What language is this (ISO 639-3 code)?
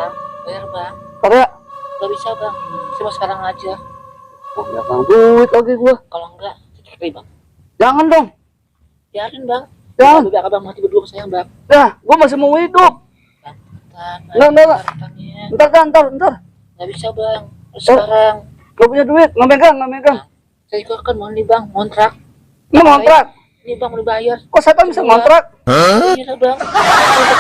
bew